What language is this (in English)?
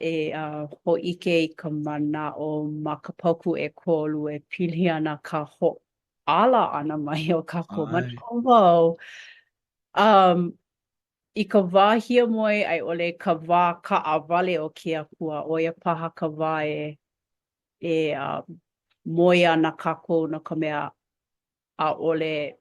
Hawaiian